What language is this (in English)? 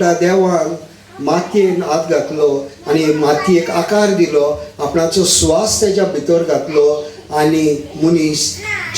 Konkani